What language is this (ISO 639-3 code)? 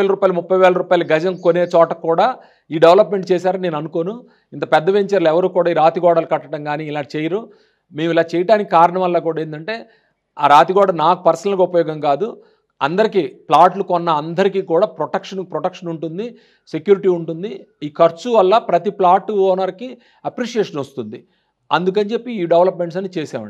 tel